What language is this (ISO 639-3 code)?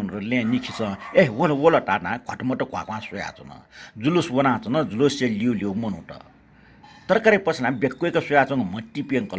new